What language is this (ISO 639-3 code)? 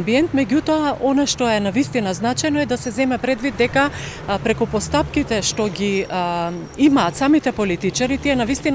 mkd